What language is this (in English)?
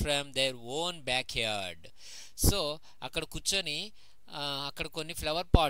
Telugu